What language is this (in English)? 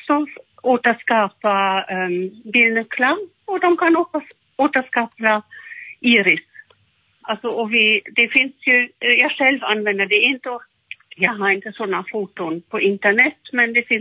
Swedish